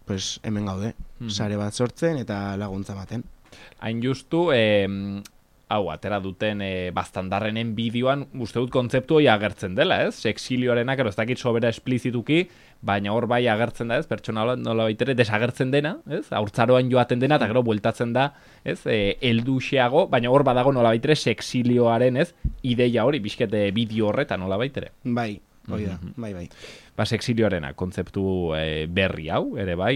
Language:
Basque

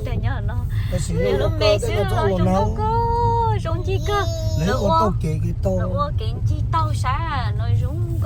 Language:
Hmong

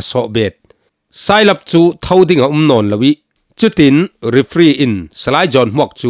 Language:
Falam Chin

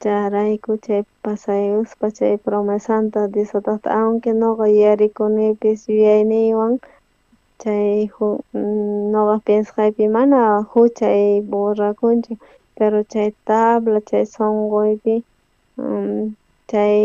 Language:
South Bolivian Quechua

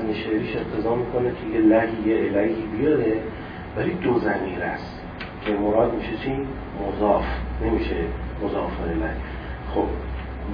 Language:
Persian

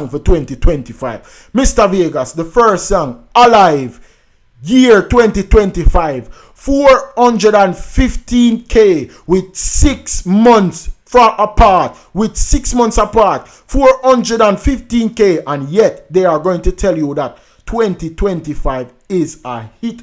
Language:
Jamaican Creole English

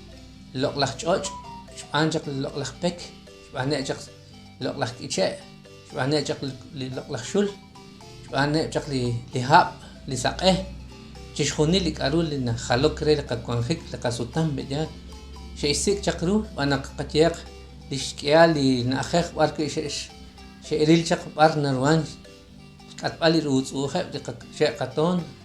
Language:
Kekchí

